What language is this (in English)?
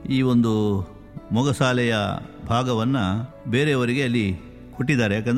Kannada